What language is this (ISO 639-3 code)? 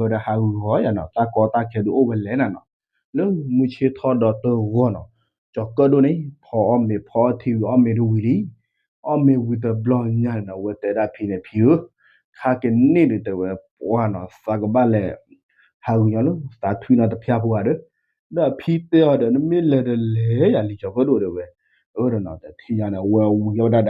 ksw